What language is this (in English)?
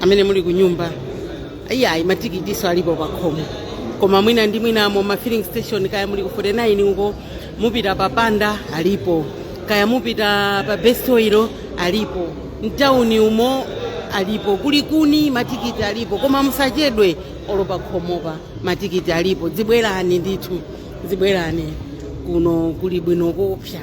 Nyanja